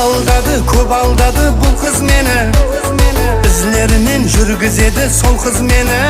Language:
Kara-Kalpak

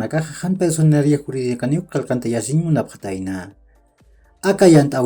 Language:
Aymara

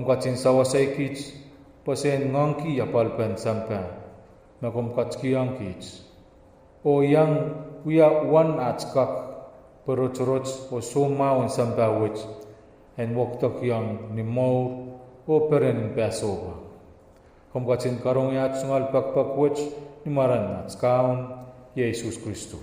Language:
Pohnpeian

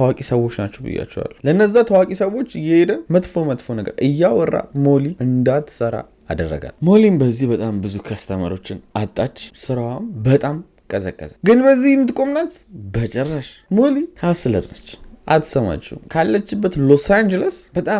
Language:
Amharic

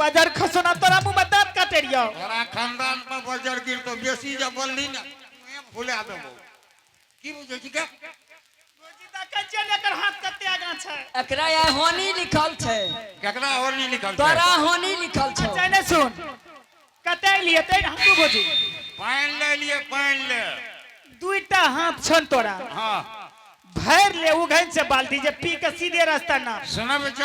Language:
Angika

